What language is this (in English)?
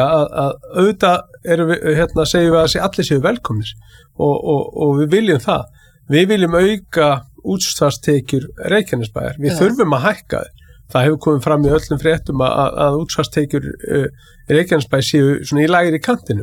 Icelandic